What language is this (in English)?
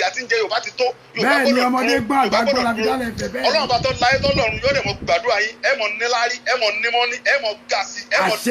Yoruba